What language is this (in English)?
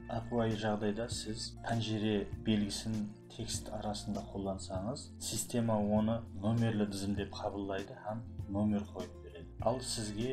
Kara-Kalpak